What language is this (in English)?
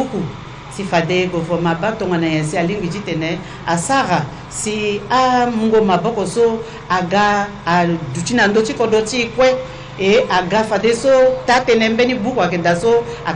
Sango